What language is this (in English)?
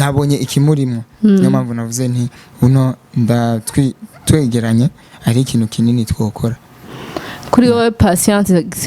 Rundi